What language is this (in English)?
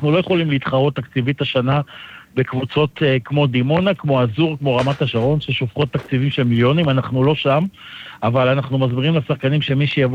Hebrew